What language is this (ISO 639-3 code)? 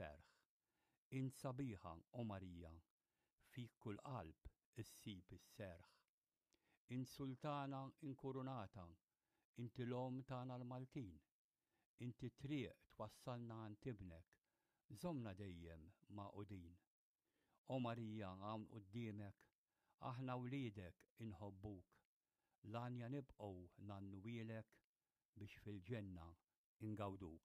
mlt